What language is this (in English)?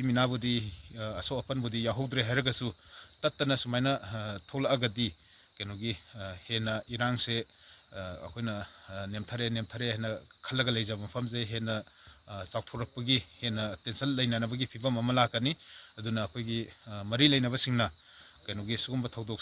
Manipuri